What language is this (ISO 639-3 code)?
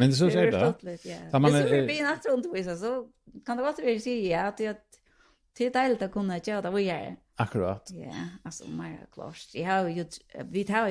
fao